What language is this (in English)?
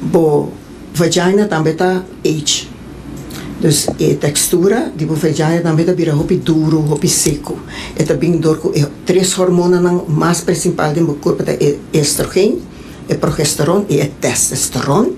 Papiamento